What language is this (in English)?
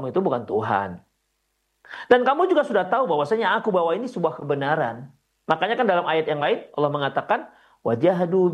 Indonesian